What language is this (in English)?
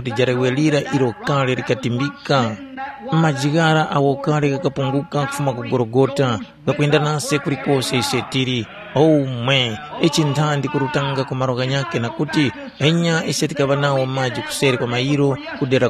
Tumbuka